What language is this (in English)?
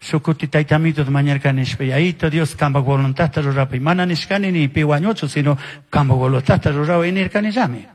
Chimborazo Highland Quichua